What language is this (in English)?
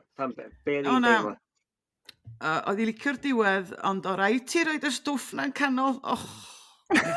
Welsh